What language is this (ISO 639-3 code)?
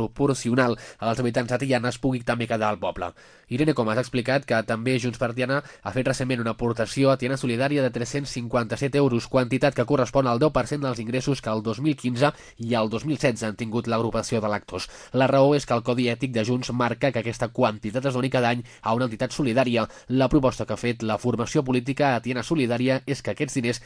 cat